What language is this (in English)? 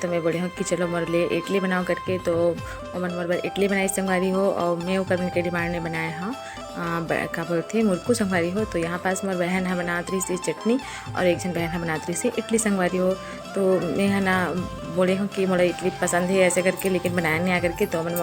Chhattisgarhi